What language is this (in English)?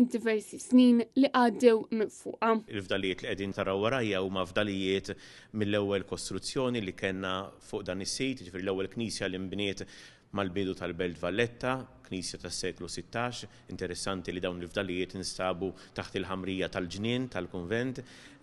Maltese